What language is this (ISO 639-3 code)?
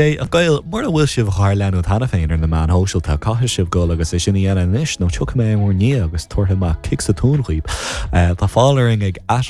gle